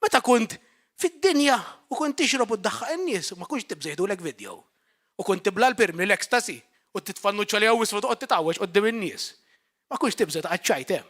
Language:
Maltese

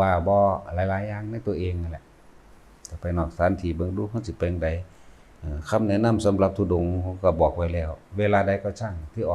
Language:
Northeastern Thai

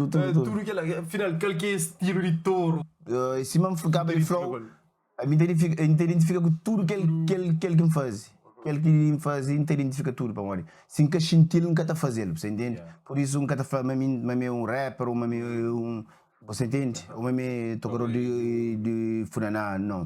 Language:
Kabuverdianu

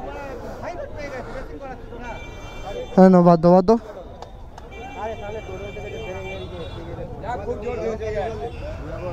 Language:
Bangla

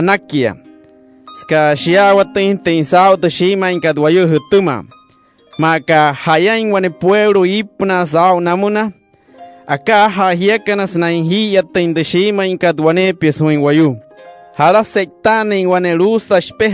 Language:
Wayuu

